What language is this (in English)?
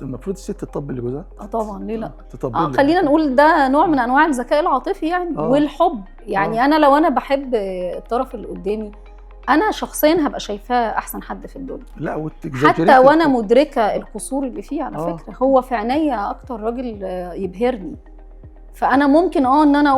Egyptian Arabic